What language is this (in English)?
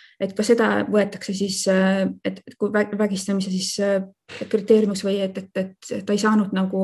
Estonian